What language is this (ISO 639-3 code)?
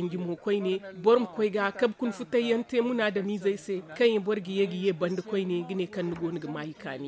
dje